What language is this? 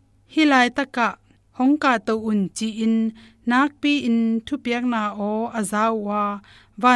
Tedim Chin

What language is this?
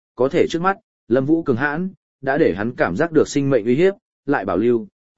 Vietnamese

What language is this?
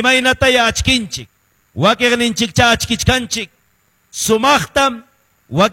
Ayacucho Quechua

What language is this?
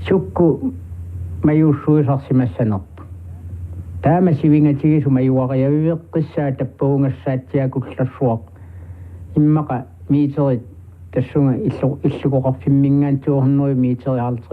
Kalaallisut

